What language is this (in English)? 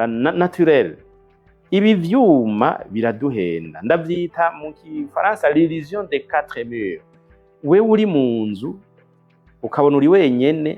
Rundi